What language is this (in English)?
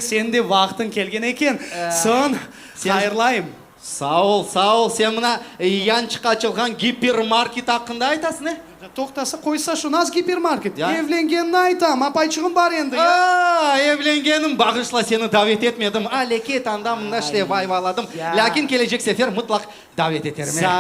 Crimean Tatar